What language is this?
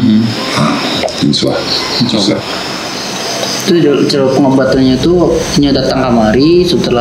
Minangkabau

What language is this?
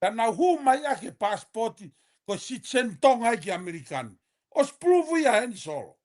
Tongan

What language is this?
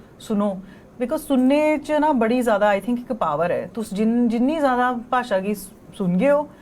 Dogri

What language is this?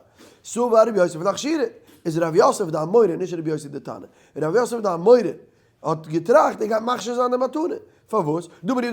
Yiddish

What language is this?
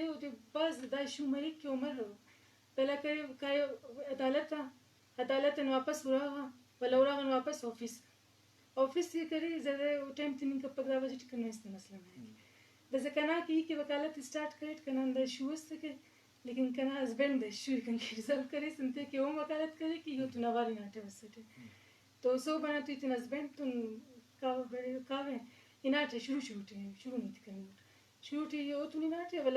Eastern Balochi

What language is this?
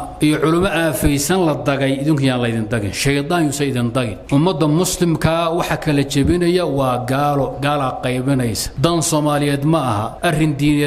Somali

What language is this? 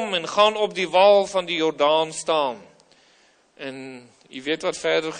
Afrikaans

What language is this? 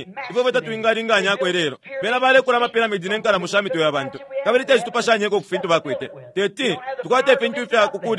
Bemba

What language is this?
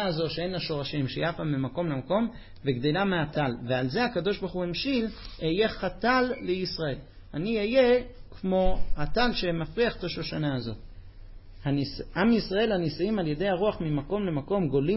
Hebrew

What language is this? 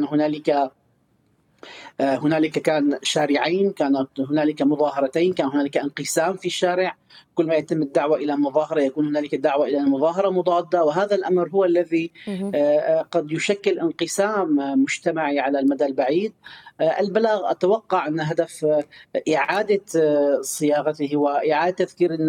Arabic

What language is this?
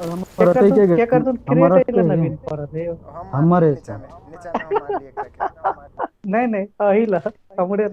Maithili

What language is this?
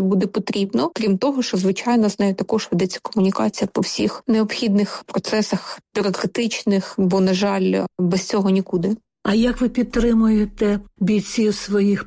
Ukrainian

